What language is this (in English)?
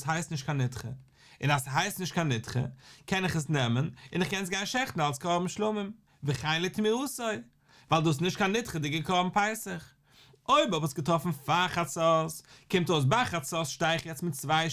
Yiddish